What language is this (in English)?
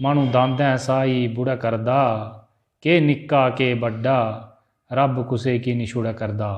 Dogri